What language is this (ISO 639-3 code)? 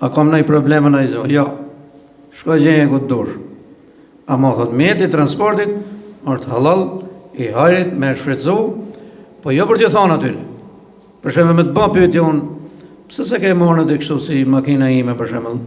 sqi